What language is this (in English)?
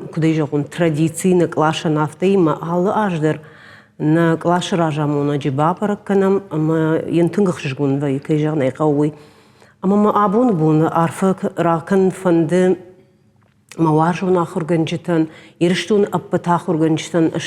Ossetic